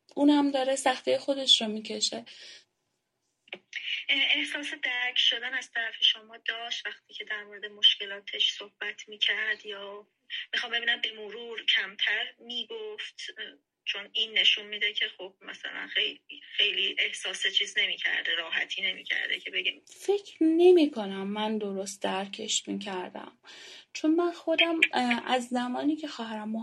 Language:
Persian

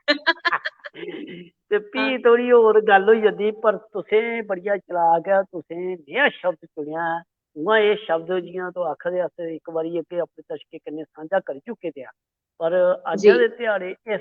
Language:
Dogri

